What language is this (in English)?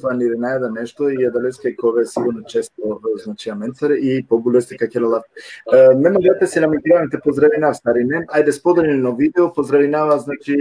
Balkan Romani